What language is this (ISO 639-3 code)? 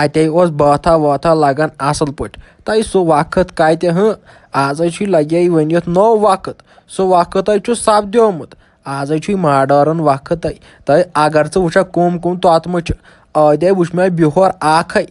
kas